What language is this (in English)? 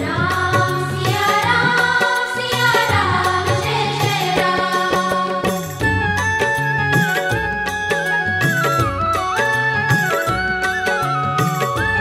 Hindi